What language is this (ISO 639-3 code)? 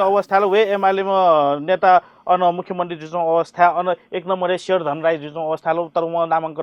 new